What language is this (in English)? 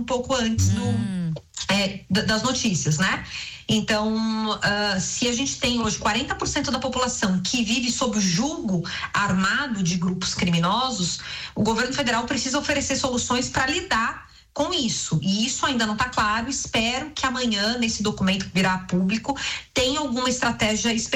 Portuguese